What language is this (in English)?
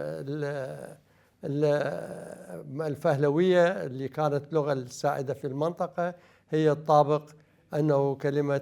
Mesopotamian Arabic